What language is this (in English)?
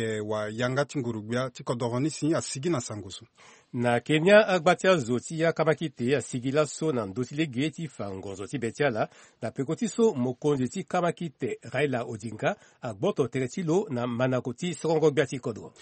Sango